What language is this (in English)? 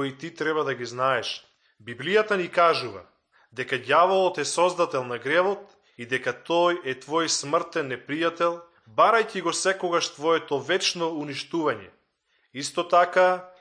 Macedonian